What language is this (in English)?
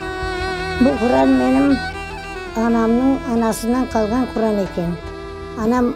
Crimean Tatar